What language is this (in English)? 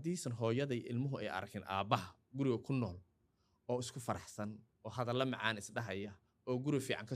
Somali